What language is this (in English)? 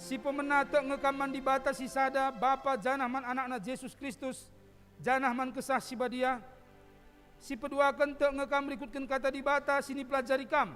Batak Karo